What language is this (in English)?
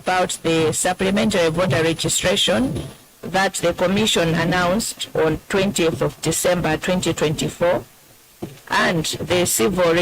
Nyanja